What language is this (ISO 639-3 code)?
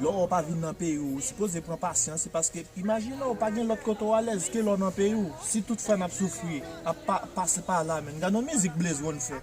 hat